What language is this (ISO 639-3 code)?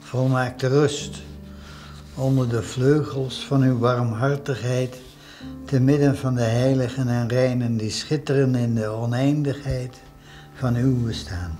fry